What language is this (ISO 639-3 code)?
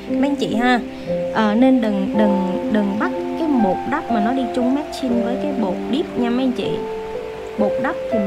vie